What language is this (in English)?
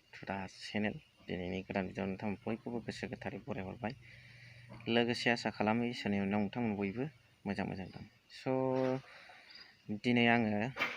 Bodo